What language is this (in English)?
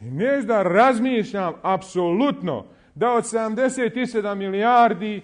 Bosnian